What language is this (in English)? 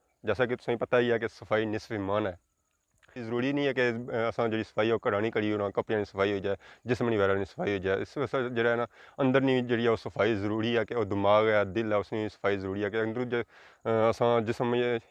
Pahari-Potwari